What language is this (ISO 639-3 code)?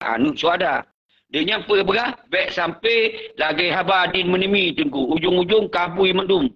ace